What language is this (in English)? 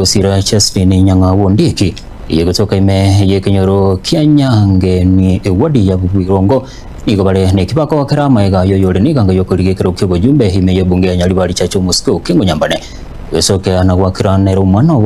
Gusii